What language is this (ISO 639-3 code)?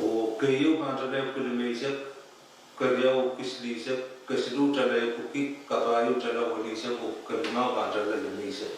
pon